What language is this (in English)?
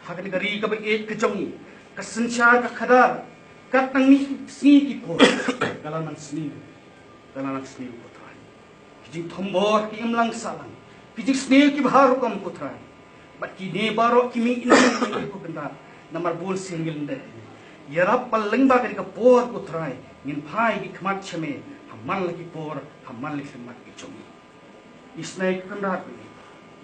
Khasi